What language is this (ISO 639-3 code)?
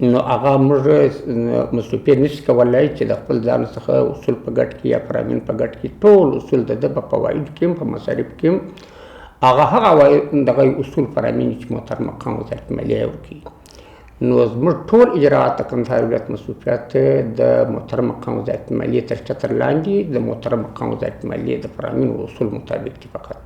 pus